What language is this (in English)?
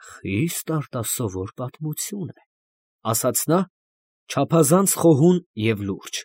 Armenian